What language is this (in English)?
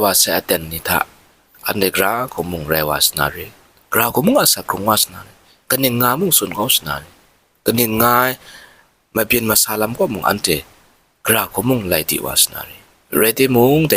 Kachin